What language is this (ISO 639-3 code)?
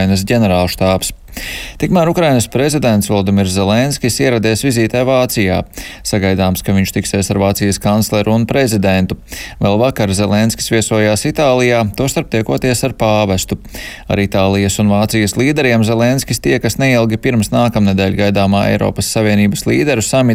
lav